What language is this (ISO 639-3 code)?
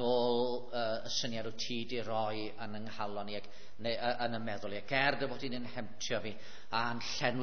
cym